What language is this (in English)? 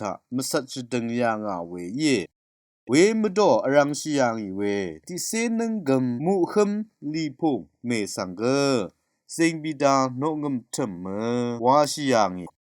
Rawang